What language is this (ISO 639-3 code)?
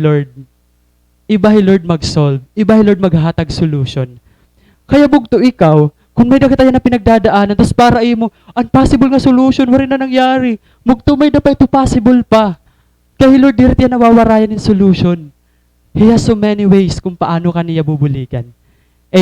war